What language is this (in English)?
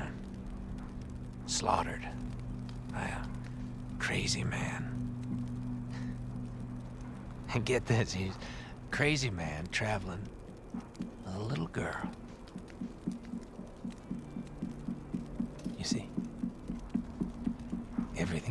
English